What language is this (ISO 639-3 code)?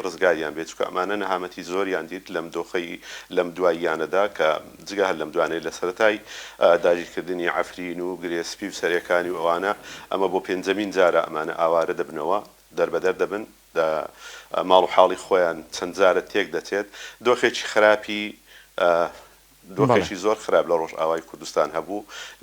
ckb